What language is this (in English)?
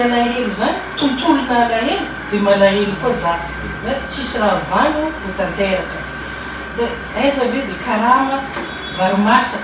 Malagasy